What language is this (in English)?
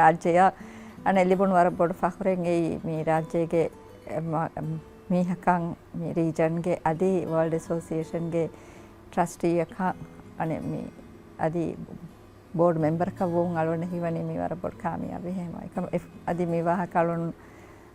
Divehi